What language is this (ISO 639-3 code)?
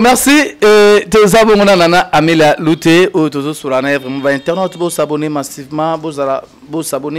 lin